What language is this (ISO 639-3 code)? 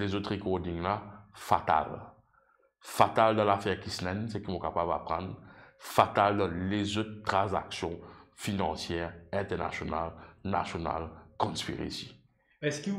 mfe